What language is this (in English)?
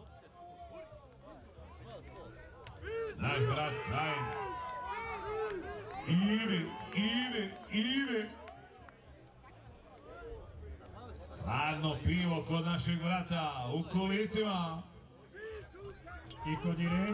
Croatian